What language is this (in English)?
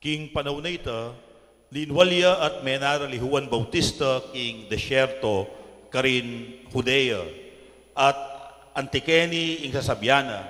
Pampanga